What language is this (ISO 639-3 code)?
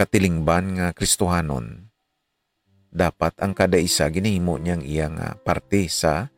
hil